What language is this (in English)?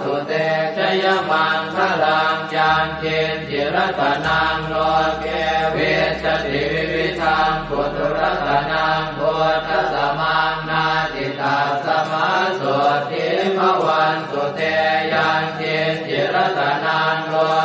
Pali